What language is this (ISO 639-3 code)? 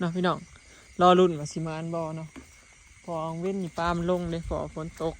tts